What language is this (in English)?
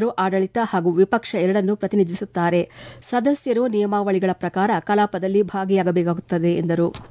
Kannada